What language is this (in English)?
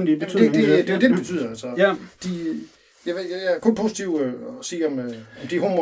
Danish